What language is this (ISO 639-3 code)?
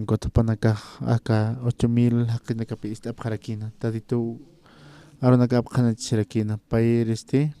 aym